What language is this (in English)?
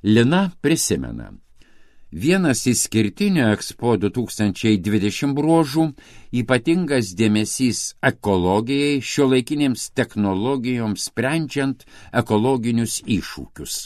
Lithuanian